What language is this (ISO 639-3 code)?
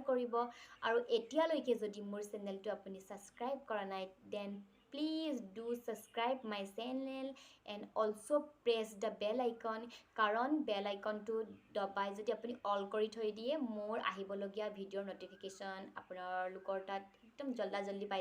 asm